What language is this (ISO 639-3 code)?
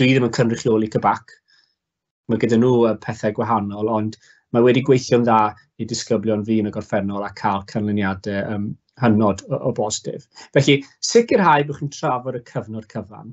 cym